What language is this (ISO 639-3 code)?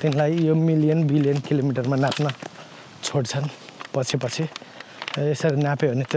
nep